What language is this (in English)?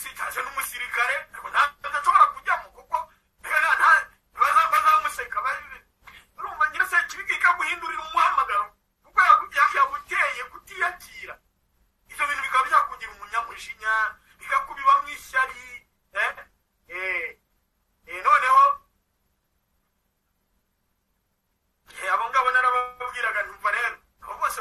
Kinyarwanda